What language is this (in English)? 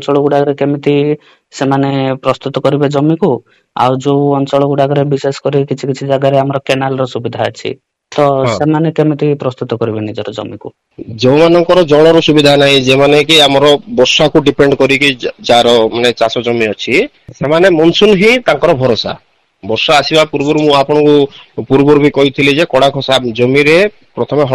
Odia